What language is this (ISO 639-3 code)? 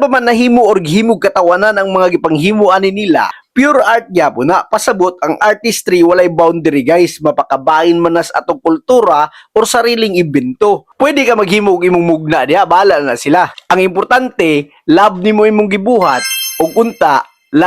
ceb